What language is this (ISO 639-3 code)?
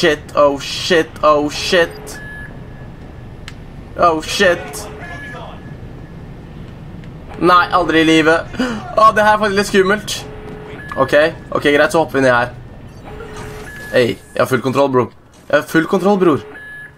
nor